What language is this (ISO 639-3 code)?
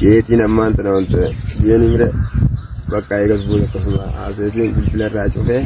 orm